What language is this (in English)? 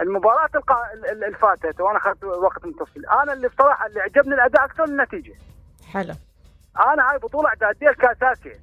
Mesopotamian Arabic